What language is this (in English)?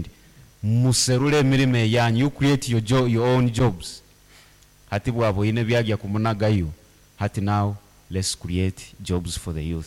Nyankole